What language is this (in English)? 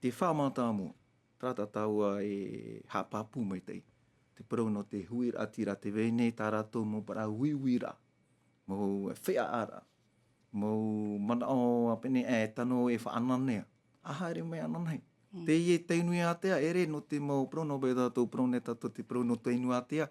Tahitian